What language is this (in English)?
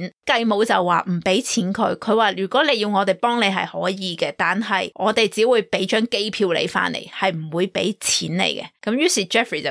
Cantonese